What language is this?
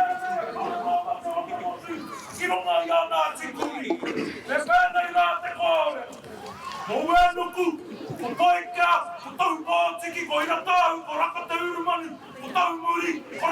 Māori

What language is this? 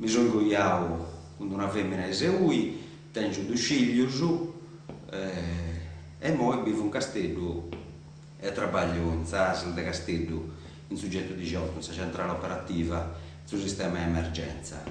Sardinian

